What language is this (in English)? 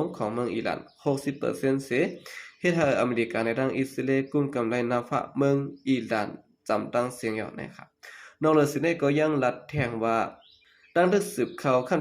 Shan